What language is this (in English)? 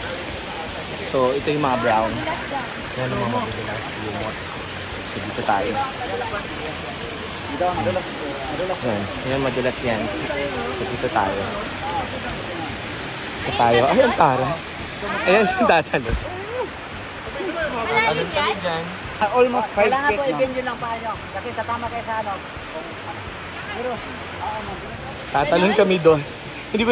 Filipino